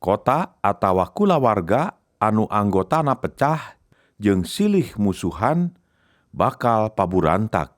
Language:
Sundanese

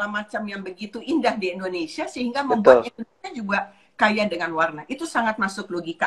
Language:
Indonesian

